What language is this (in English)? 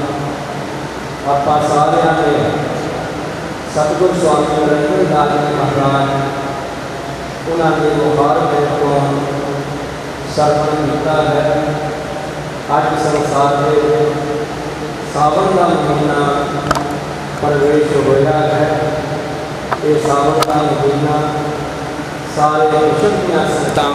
Punjabi